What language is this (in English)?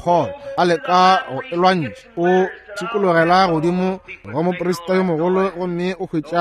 Northern Sotho